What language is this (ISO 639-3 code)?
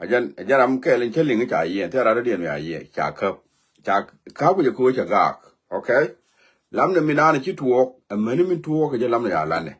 nus